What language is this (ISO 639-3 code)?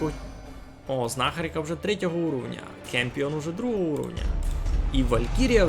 rue